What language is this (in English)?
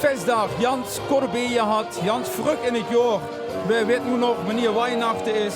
Limburgish